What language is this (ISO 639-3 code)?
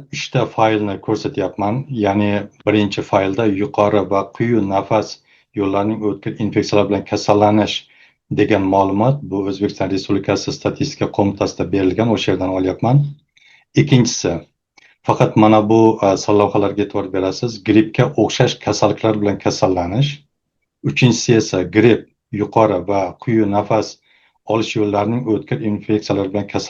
uzb